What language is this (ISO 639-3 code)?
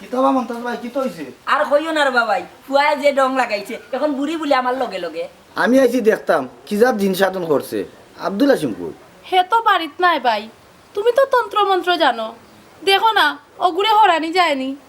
syl